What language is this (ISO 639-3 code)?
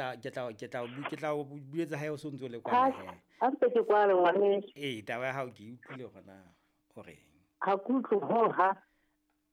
sot